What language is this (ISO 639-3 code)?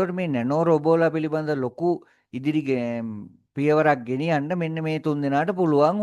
sin